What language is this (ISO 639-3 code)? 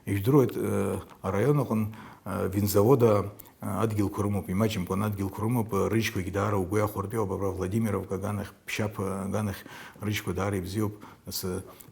abk